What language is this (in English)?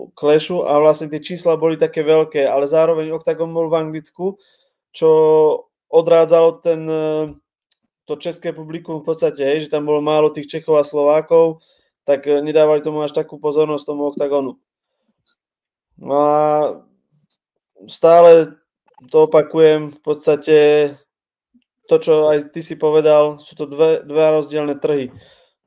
Slovak